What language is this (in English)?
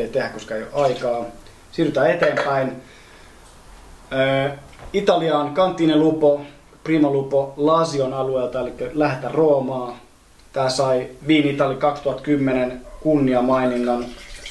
Finnish